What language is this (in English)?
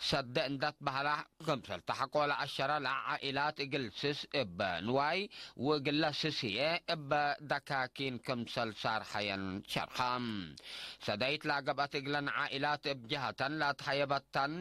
Tigre